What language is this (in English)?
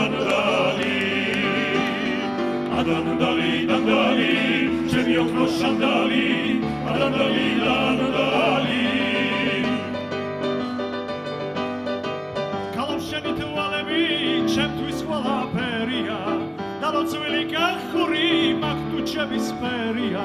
Hebrew